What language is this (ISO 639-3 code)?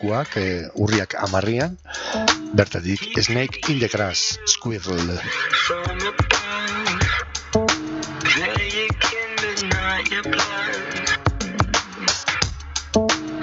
eus